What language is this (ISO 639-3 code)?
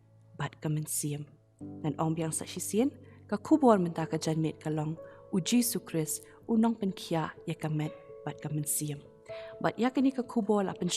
kha